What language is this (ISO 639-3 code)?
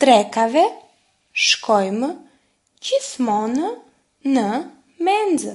sqi